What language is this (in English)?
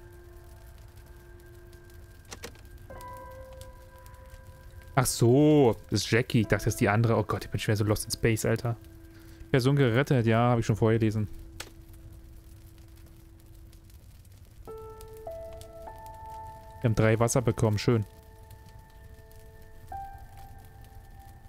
German